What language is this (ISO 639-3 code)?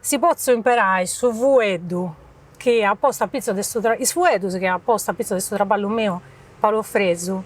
srd